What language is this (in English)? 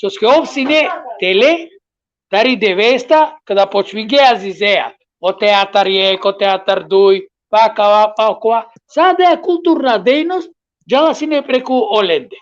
Balkan Romani